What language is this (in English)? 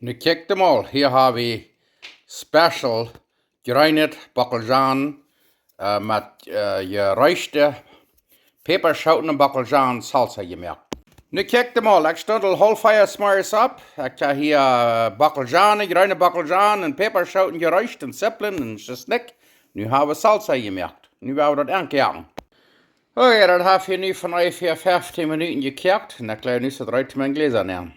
Plautdietsch